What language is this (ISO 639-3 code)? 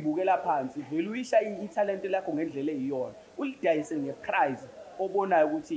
zul